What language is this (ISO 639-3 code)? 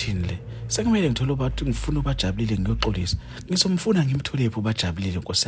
zul